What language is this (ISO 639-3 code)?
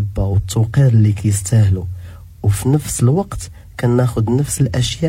ary